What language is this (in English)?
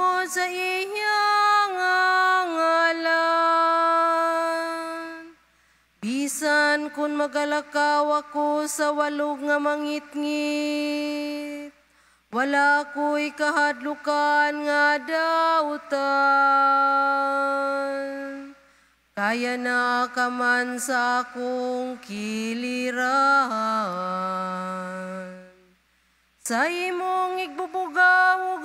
Cebuano